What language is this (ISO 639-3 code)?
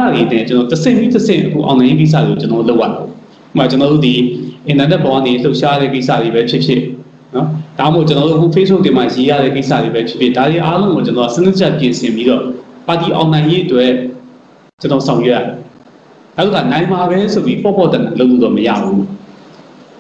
mya